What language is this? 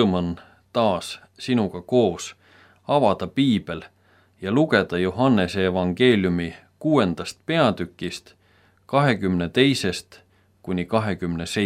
Estonian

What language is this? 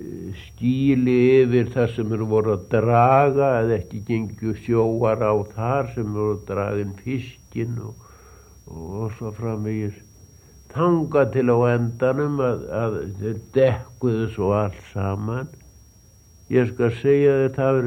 Icelandic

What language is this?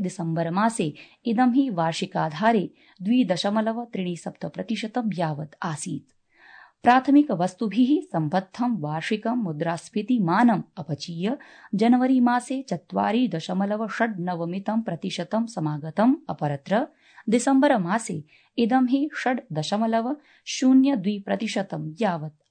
Sanskrit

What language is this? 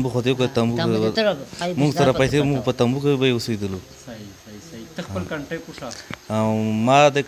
Pashto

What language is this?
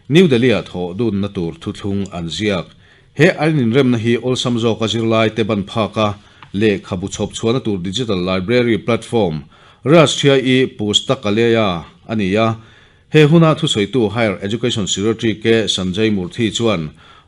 Mizo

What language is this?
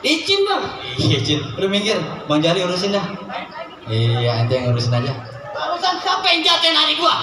Betawi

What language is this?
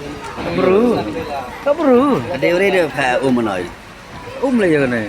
Khasi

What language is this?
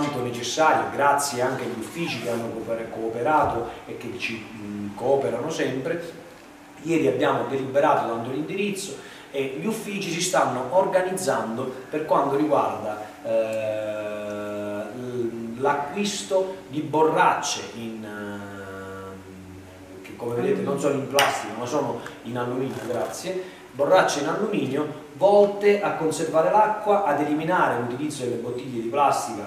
Italian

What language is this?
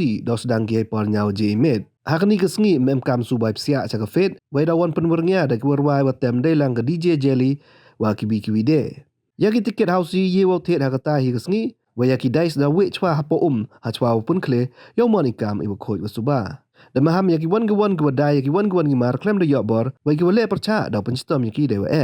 Pnar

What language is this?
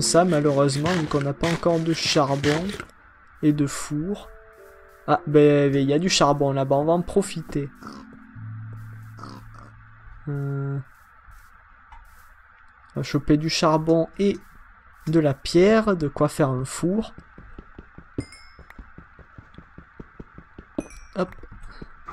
French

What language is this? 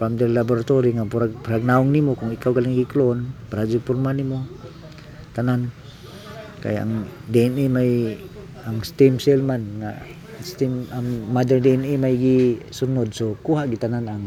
Cebuano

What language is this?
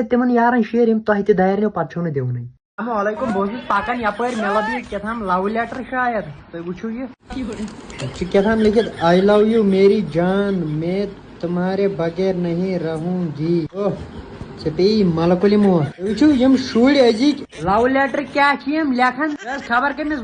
Kashmiri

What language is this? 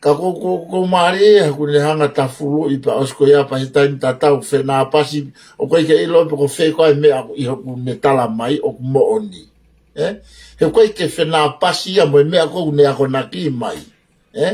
Tongan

